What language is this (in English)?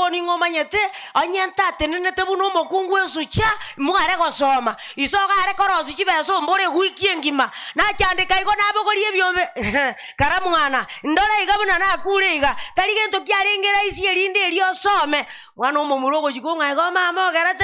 Gusii